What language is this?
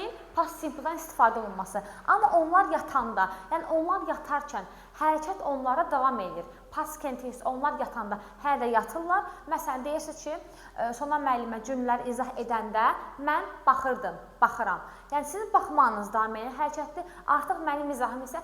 Azerbaijani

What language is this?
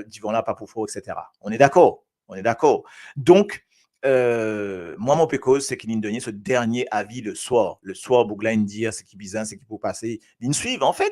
Morisyen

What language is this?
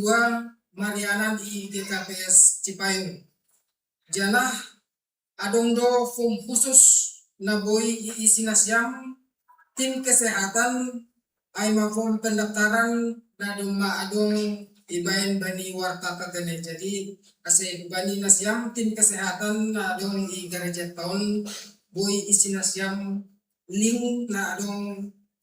Batak Simalungun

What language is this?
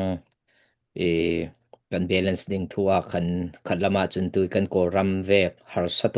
Falam Chin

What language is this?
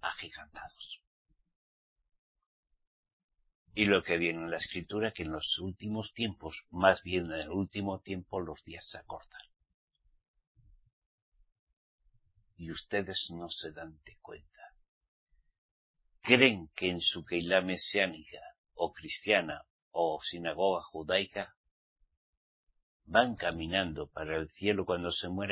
Spanish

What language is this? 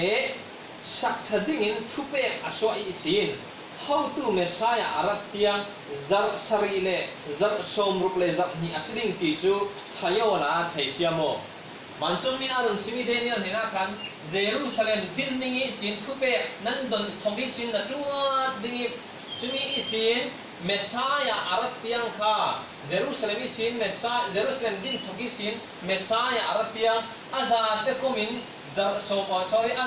Falam Chin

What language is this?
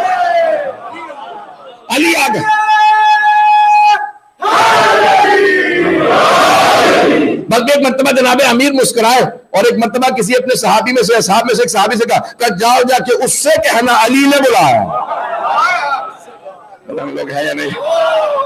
Urdu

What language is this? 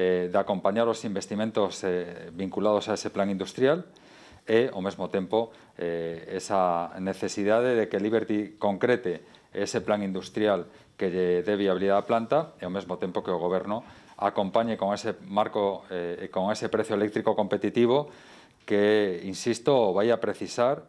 Galician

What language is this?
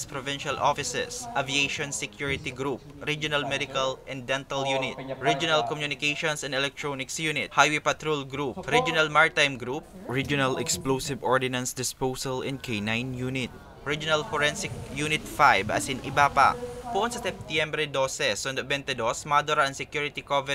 Bikol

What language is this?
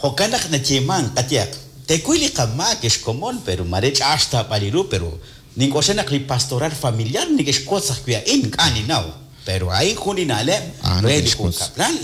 Kekchí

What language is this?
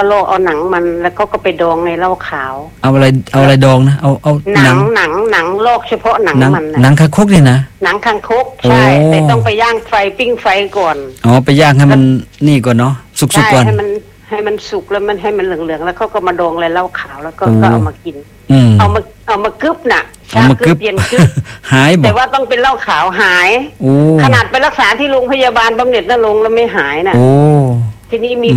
Thai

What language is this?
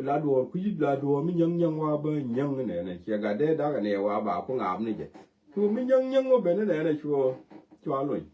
Nuer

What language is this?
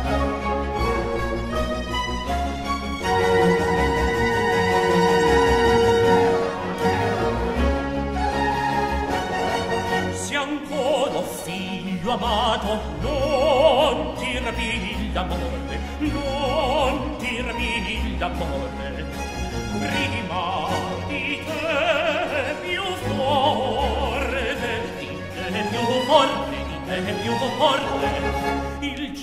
Italian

